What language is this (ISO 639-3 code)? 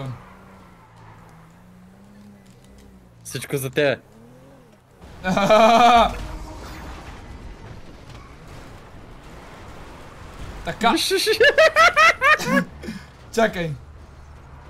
bul